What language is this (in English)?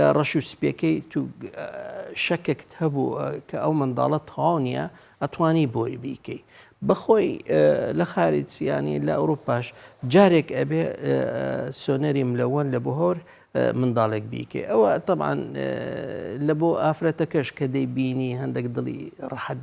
Central Kurdish